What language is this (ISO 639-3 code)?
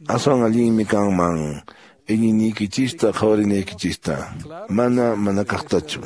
que